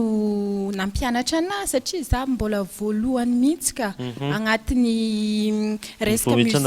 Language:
Malagasy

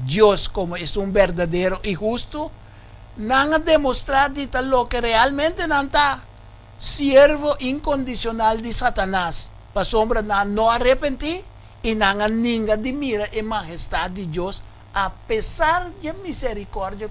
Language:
Papiamento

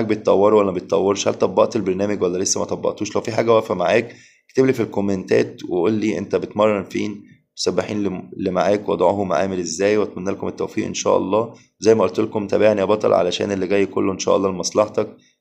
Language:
Egyptian Arabic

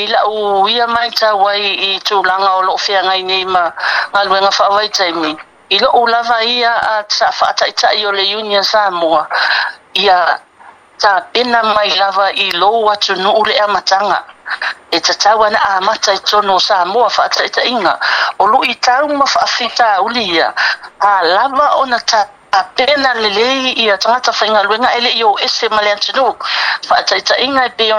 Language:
Samoan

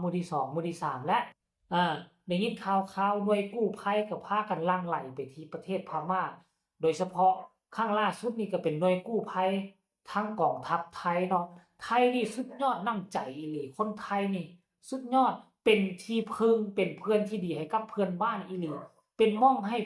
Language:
Lao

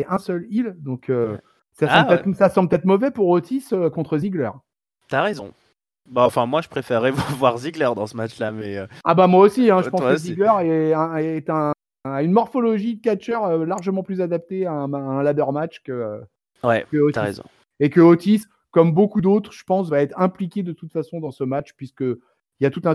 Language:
French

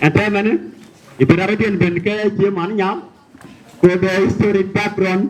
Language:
Nuer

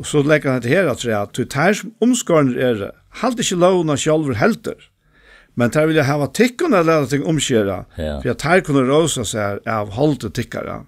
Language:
Faroese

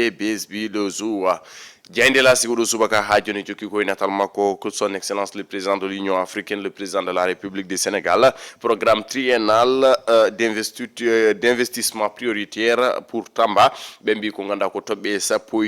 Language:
Fula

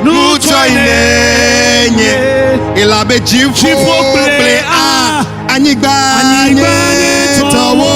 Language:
Ewe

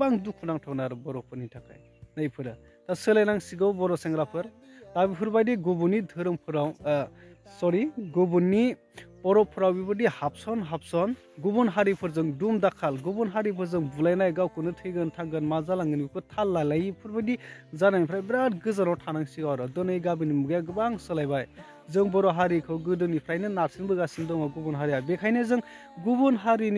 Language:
Bodo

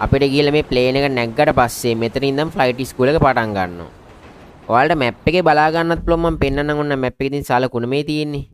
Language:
Sinhala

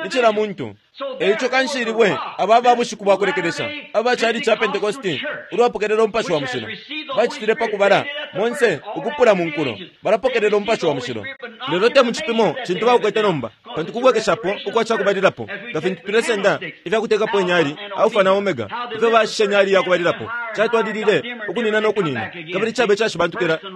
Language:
Bemba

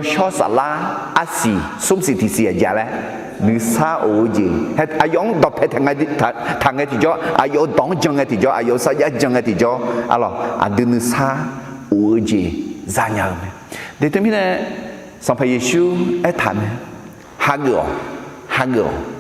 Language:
Akha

